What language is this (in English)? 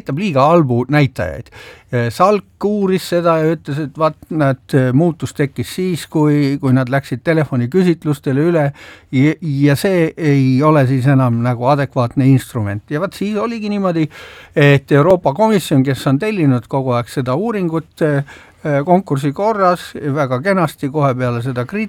Estonian